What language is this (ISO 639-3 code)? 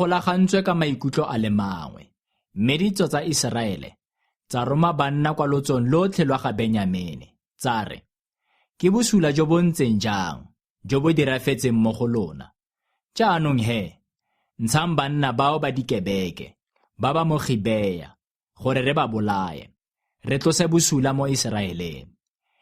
tsn